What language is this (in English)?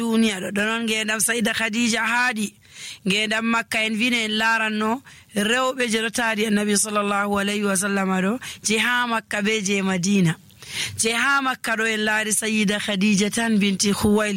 Nigerian Fulfulde